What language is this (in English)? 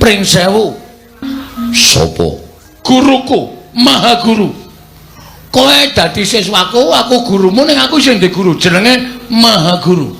Javanese